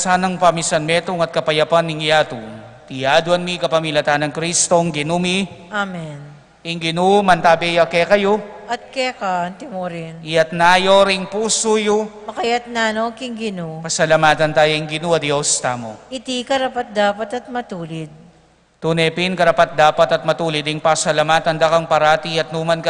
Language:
Pampanga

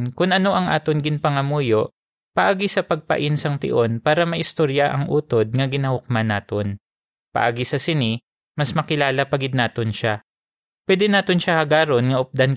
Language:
Hiligaynon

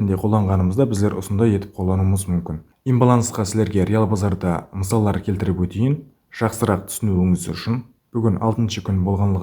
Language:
Kara-Kalpak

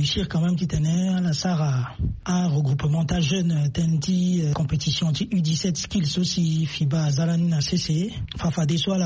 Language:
Sango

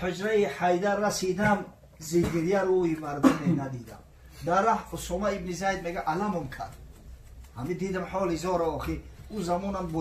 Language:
Tajik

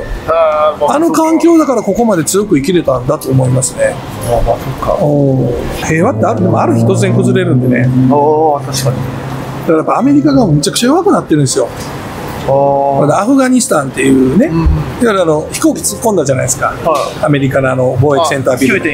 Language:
Japanese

